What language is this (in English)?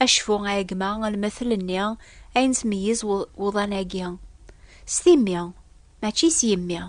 Kabyle